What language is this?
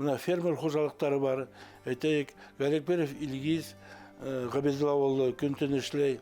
Bashkir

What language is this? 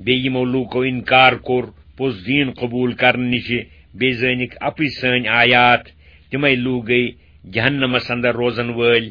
Kashmiri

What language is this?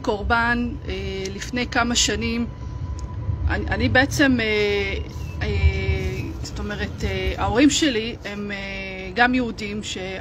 Hebrew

